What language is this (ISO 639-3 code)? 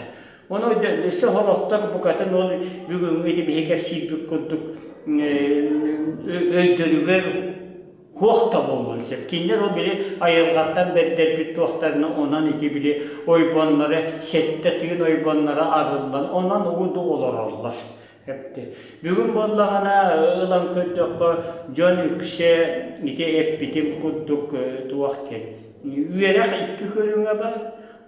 sah